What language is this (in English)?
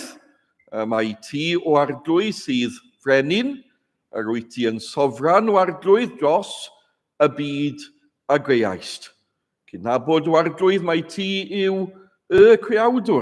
Welsh